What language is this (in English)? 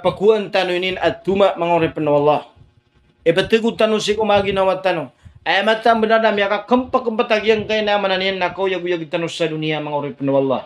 Maranao